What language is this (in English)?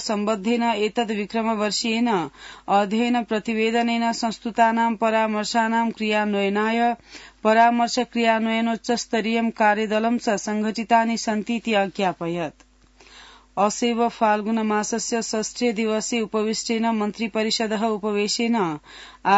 Sanskrit